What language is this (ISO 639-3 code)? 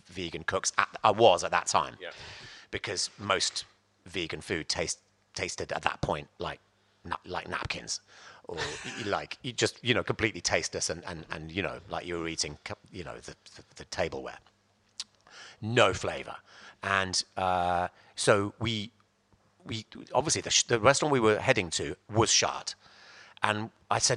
eng